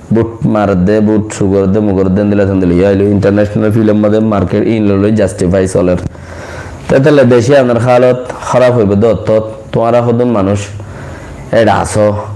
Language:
Rohingya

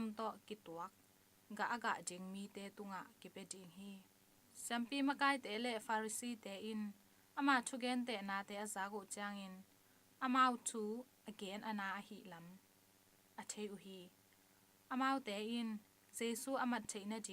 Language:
Tedim Chin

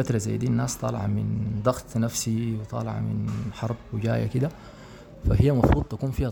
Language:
Sudanese Arabic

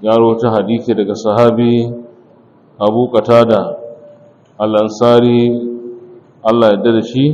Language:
Hausa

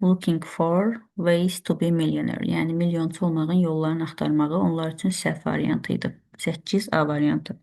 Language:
Azerbaijani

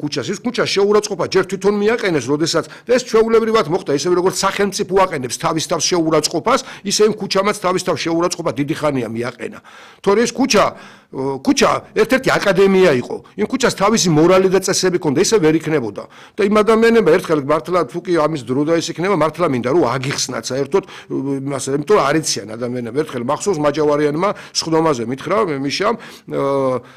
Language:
Georgian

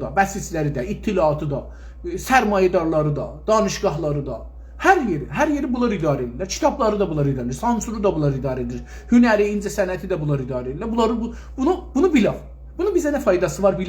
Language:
South Azerbaijani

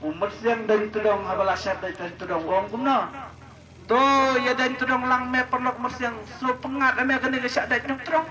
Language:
Khasi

